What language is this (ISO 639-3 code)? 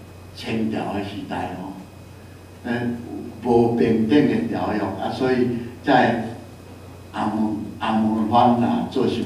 nan